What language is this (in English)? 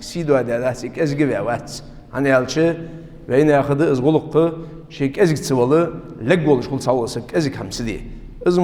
Ingush